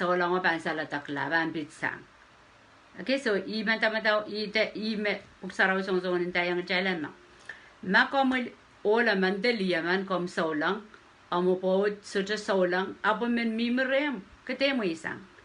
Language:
Pohnpeian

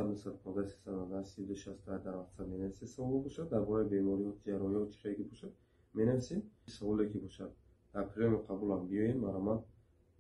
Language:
Tajik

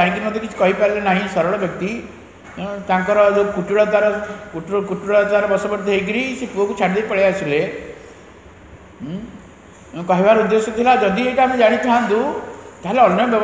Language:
Odia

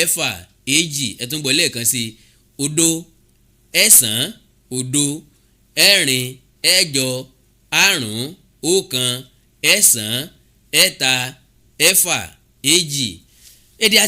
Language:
Yoruba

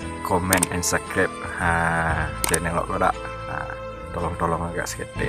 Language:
Minangkabau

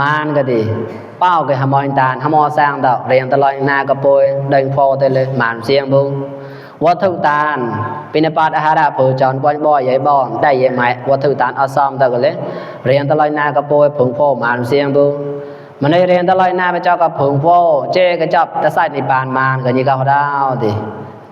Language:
Mon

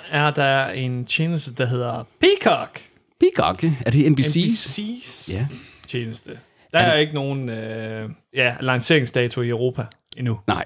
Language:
Danish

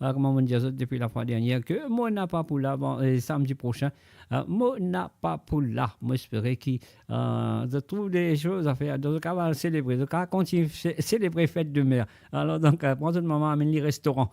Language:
Morisyen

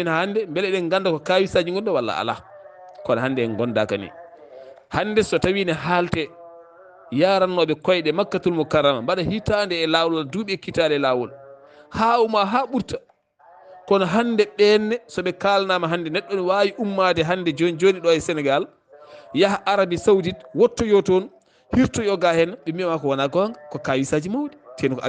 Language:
Fula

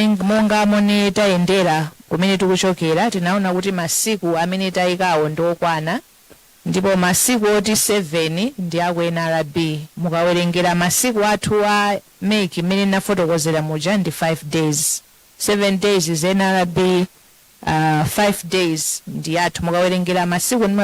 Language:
Nyanja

